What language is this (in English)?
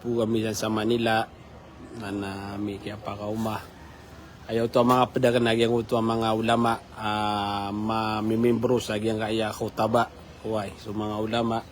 Maranao